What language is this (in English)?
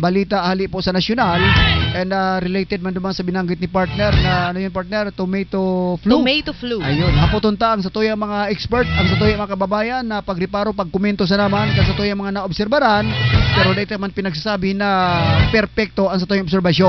Southern Catanduanes Bikol